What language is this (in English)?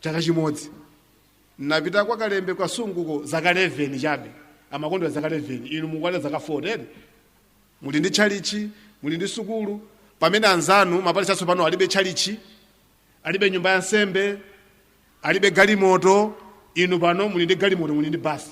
Nyanja